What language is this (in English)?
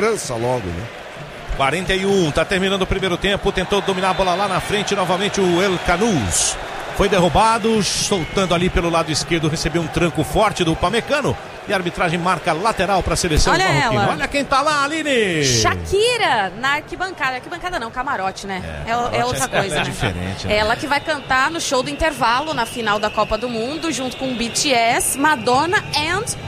Portuguese